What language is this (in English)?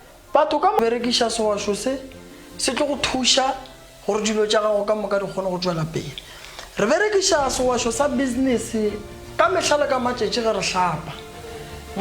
Northern Sotho